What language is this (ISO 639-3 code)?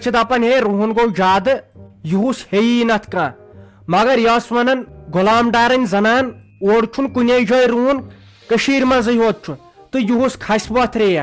kas